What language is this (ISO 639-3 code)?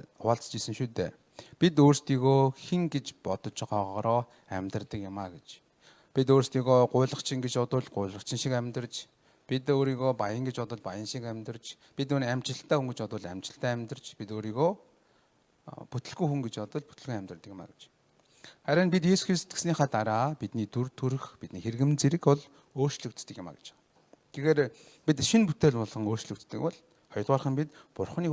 mon